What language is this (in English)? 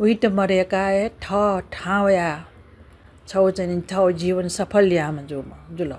Newari